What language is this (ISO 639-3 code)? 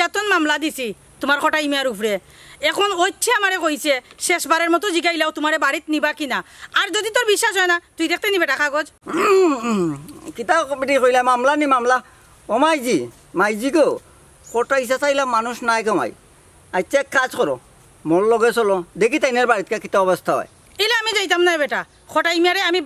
syl